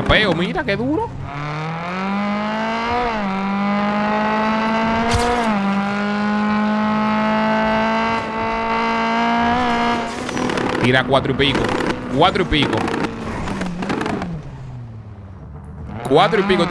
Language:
Spanish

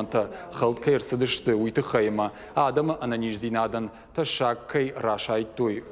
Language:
Ossetic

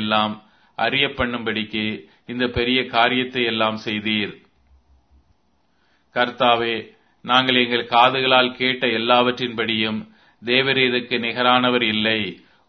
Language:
Tamil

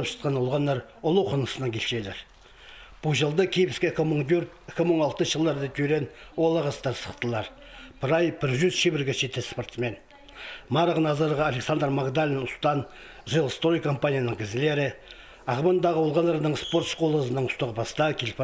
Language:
Khakas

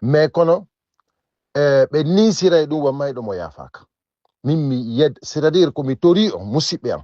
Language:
Fula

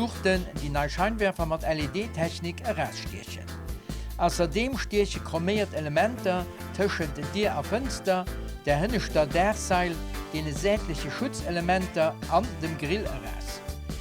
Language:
Luxembourgish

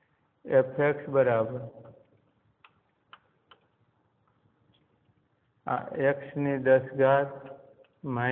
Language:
Gujarati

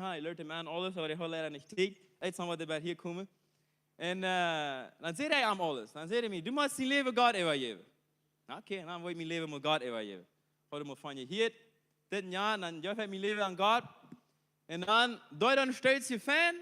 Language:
Plautdietsch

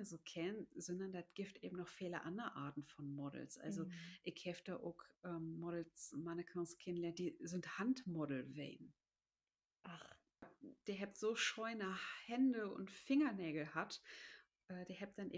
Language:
Low German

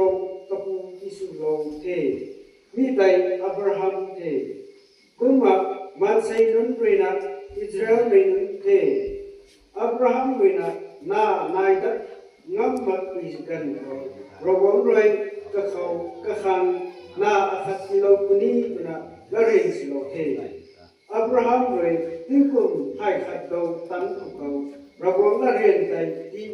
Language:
Rongmei Naga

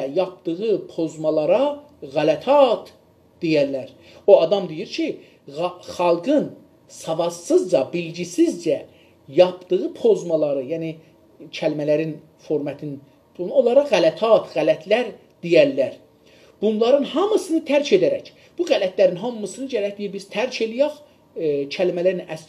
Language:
South Azerbaijani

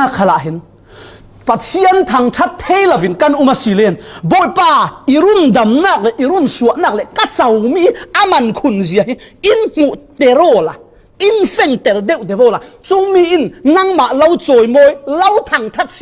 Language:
Falam Chin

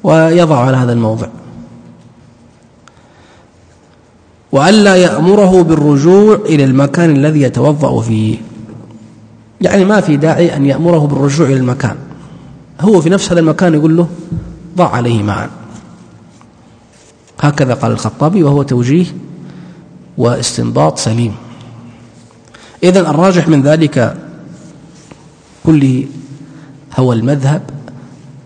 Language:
Arabic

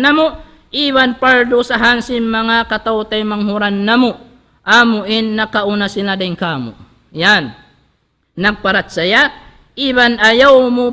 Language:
Tausug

